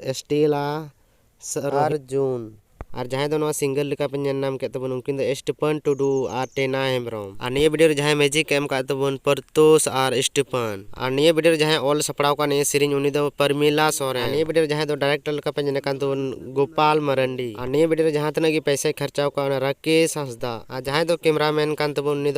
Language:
Santali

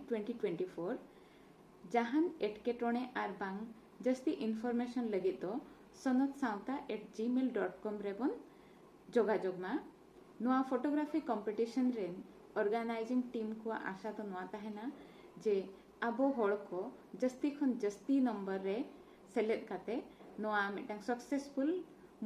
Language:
Santali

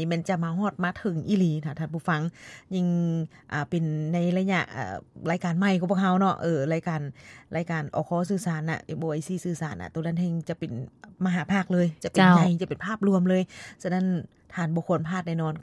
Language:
Lao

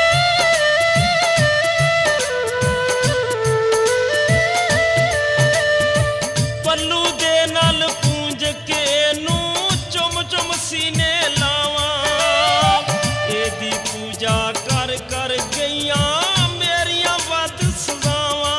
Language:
Punjabi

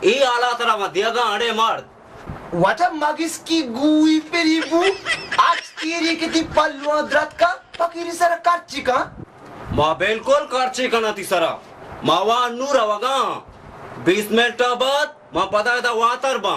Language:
Baluchi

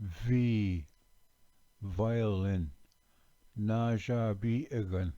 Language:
Ojibwa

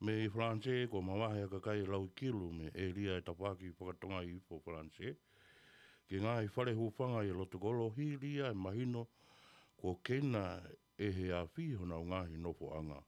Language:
Tongan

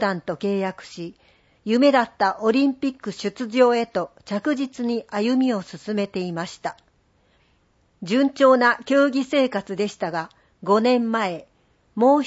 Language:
Japanese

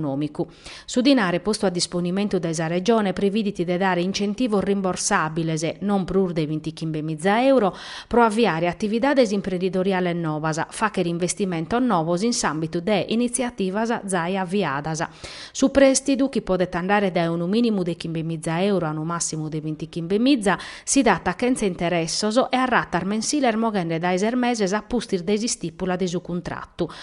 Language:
Sardinian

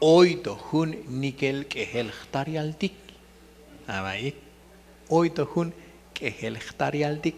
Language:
Tzotzil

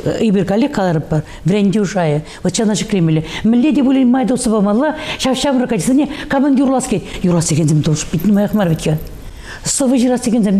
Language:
Chuvash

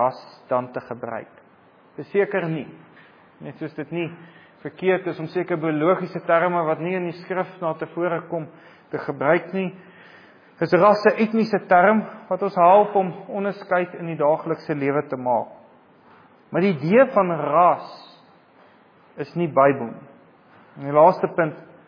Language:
Afrikaans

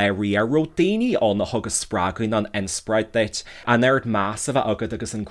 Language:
Irish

